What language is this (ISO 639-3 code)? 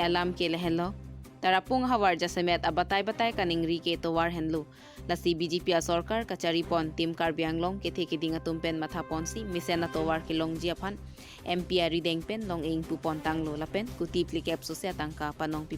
mjw